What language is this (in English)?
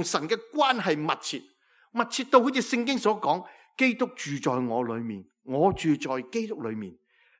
Cantonese